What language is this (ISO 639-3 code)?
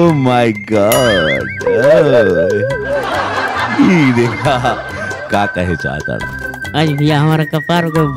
bho